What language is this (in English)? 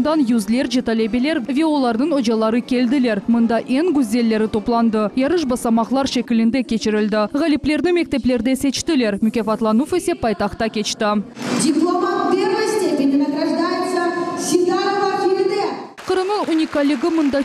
Crimean Tatar